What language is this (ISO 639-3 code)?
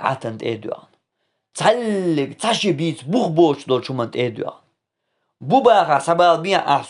che